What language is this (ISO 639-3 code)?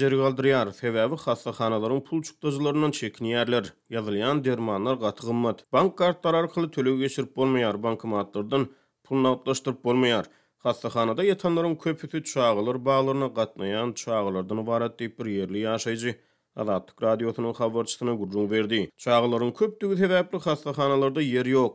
tuk